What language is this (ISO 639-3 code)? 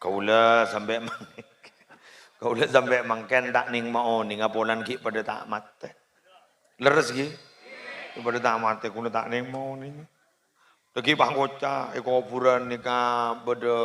mad